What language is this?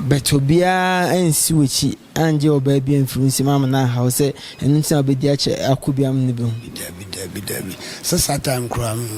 Akan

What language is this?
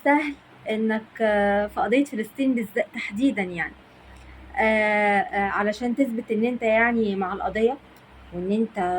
Egyptian Arabic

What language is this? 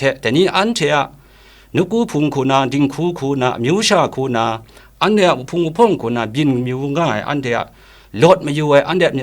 Kachin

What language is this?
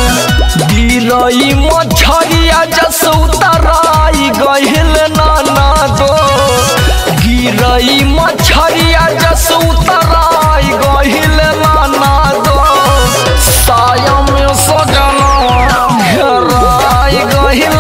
Bhojpuri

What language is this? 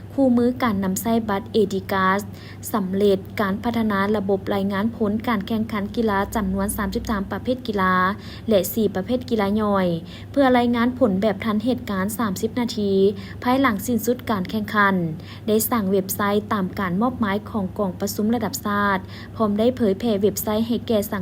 Lao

